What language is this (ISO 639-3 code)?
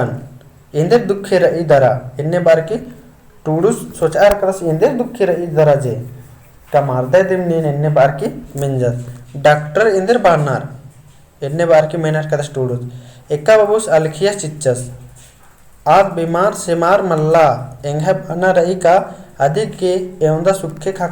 kru